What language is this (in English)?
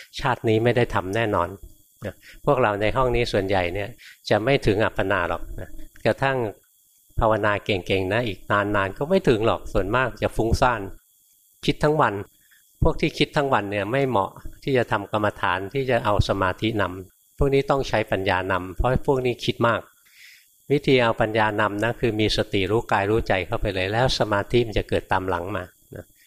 Thai